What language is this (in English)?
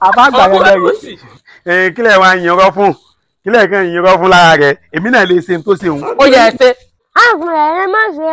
Yoruba